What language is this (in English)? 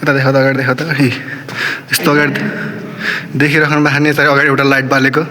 Nepali